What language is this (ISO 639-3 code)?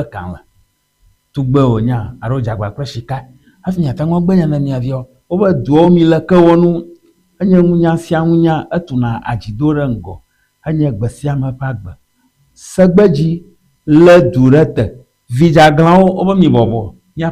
ewe